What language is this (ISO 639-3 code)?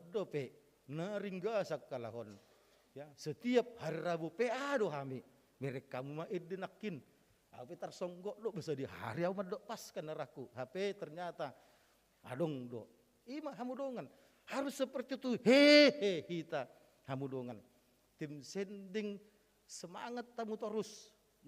bbc